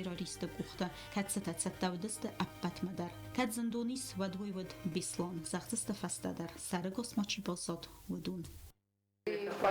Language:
Ossetic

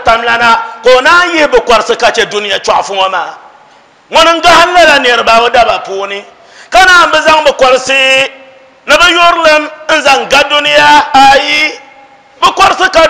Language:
Dagbani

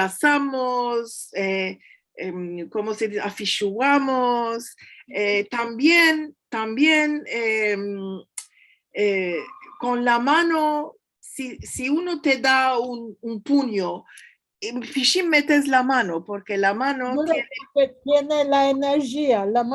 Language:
Ladino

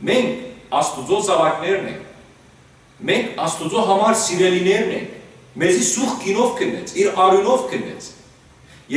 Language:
Western Armenian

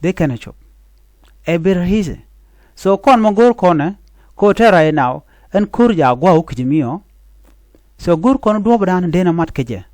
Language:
Nuer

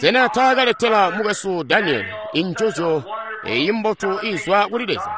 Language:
Tonga (Zambia)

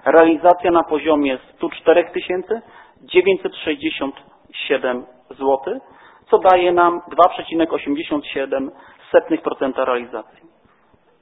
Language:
Polish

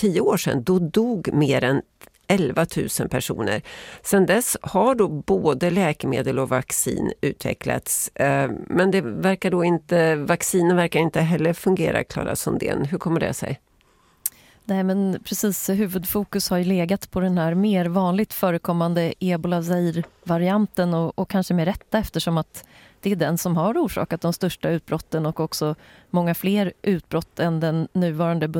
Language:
Swedish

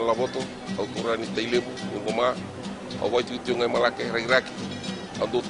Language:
Fijian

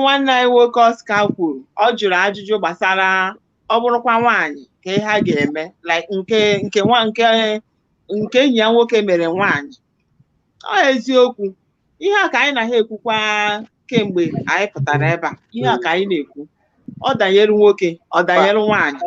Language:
Igbo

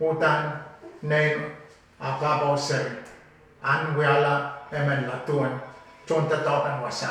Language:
Pohnpeian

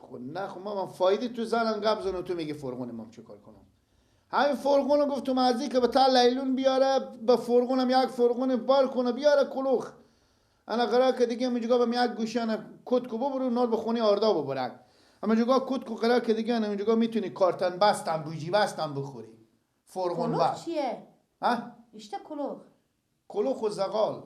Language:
Persian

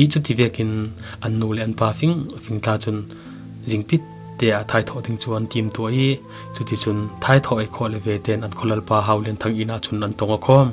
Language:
Falam Chin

